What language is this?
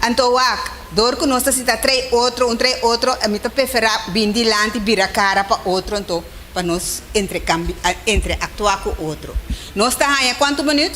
Papiamento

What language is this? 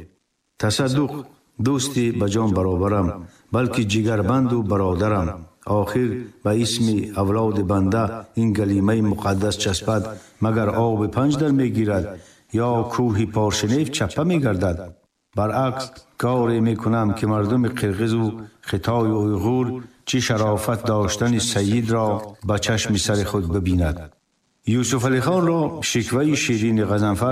Tajik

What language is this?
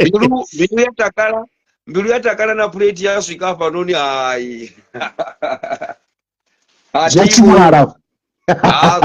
Venda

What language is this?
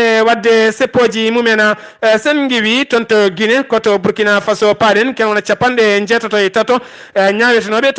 Fula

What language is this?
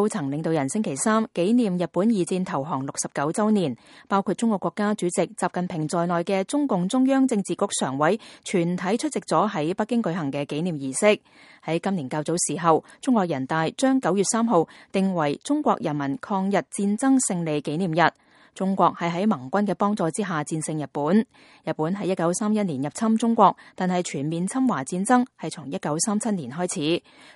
Cantonese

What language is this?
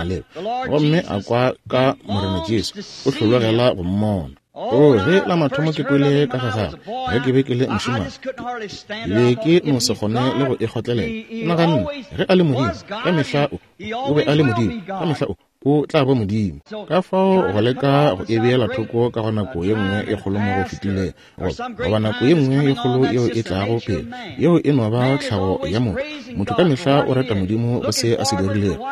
Northern Sotho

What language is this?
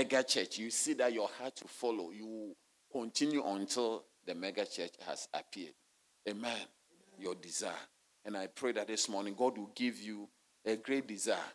English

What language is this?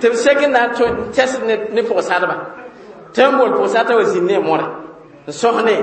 Mossi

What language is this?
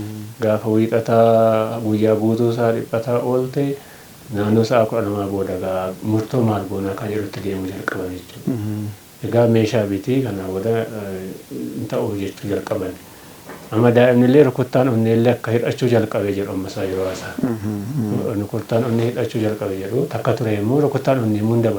Oromo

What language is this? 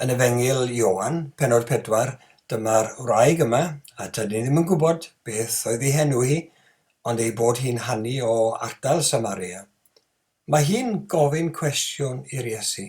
Welsh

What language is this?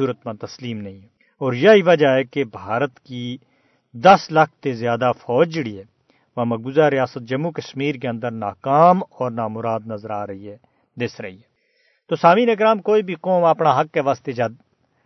Gujari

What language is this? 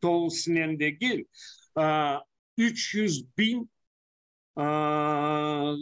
Crimean Tatar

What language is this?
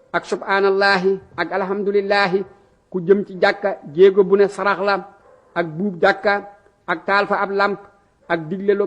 Wolof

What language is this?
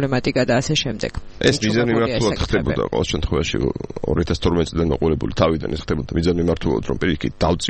Georgian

